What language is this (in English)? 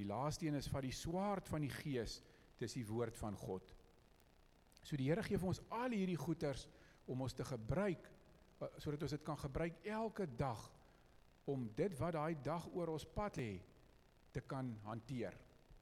Afrikaans